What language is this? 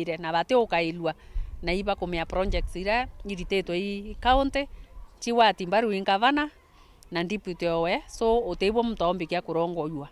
Meru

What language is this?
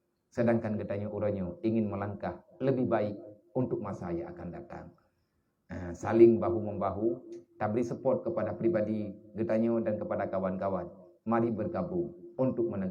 Achinese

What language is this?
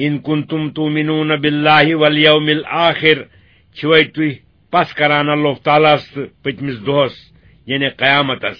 Kashmiri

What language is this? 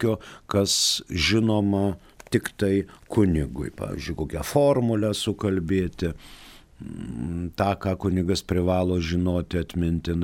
Lithuanian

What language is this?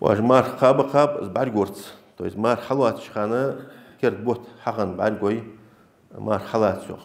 Ingush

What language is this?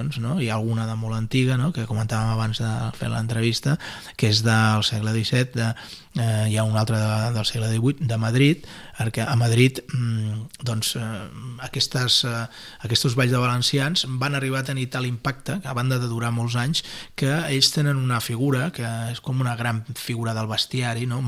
Catalan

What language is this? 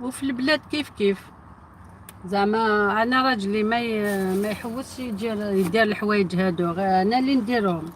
Algerian Arabic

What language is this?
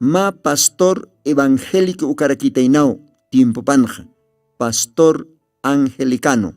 Aymara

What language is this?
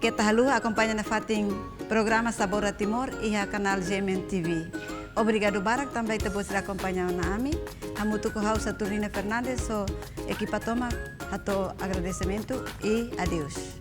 Tetum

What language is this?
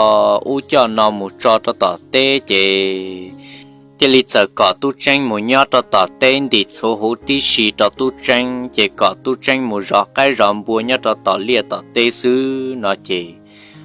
Hmong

